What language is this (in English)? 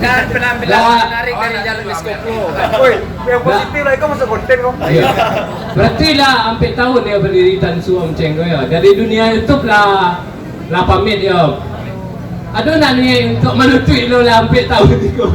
Minangkabau